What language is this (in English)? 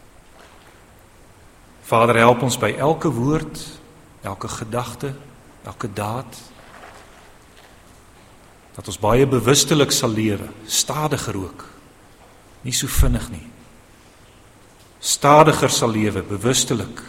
Afrikaans